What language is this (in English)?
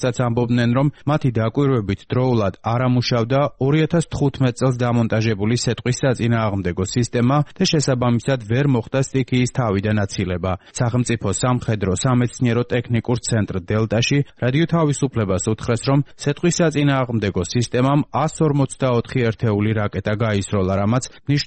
Georgian